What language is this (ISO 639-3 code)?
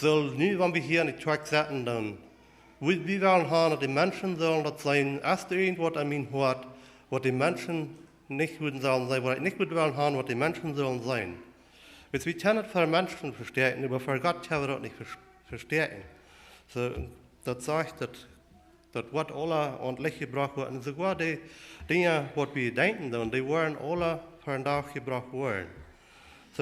pdt